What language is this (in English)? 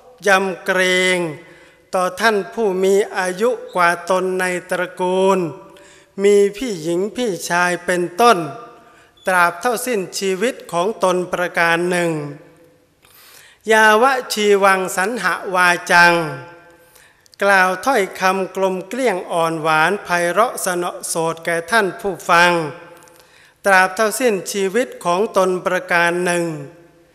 Thai